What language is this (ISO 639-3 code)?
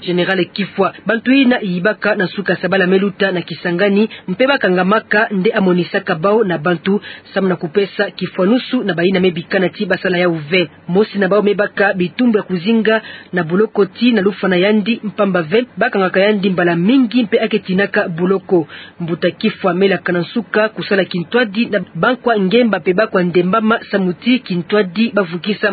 ktu